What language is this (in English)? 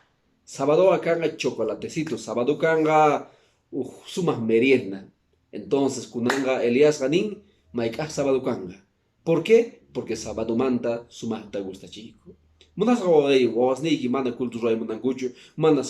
Quechua